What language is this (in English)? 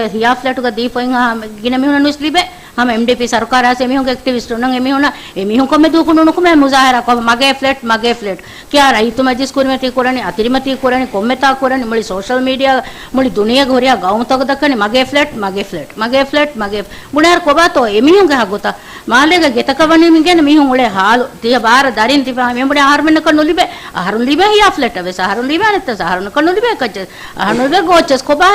Divehi